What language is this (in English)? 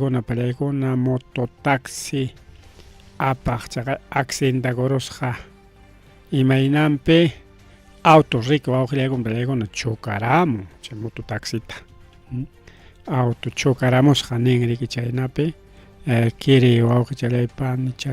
Ayacucho Quechua